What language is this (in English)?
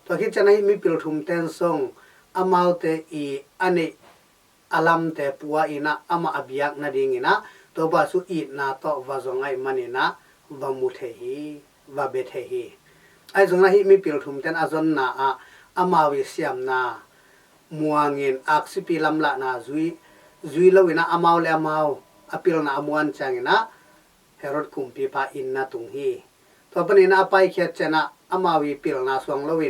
Tedim Chin